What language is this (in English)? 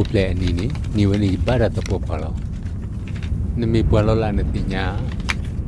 S'gaw Karen